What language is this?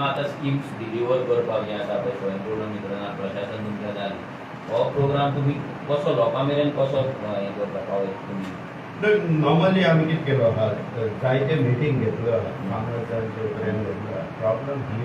Konkani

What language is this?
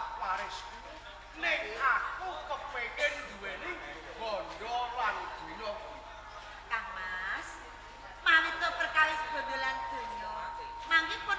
Javanese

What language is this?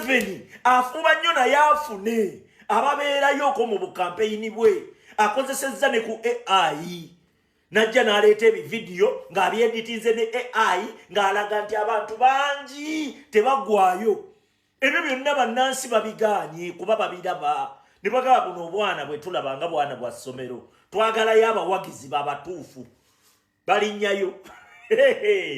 Ganda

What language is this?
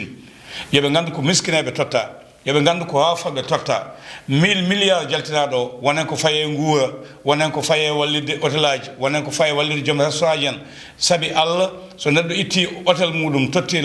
Fula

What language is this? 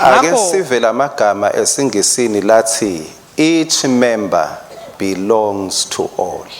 Swati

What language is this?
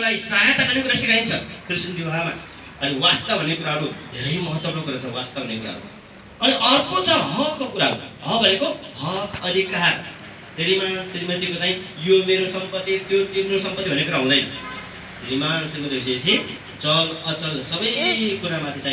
Nepali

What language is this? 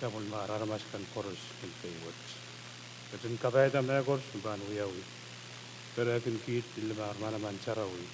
Pohnpeian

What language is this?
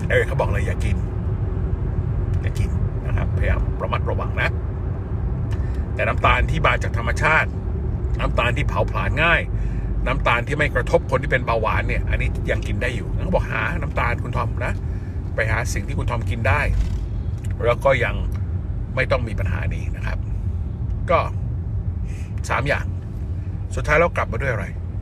Thai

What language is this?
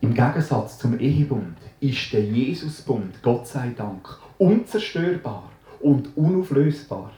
Swiss German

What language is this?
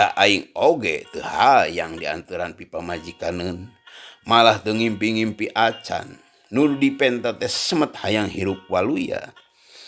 Sundanese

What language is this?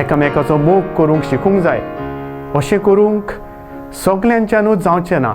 Konkani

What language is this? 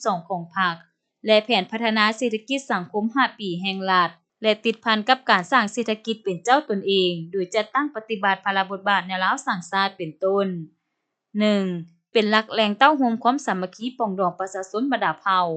Lao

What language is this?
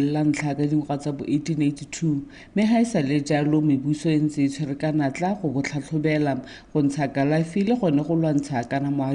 Tswana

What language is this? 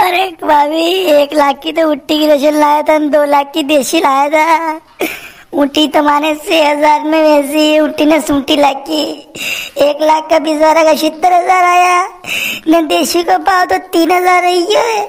Rajasthani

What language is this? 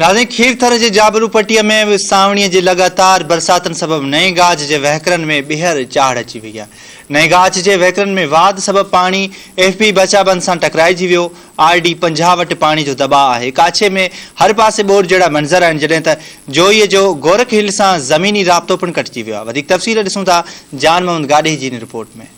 Sindhi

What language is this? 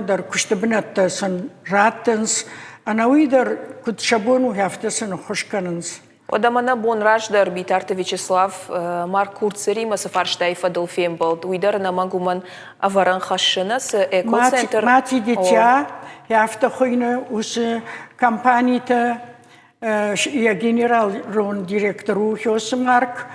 Ossetic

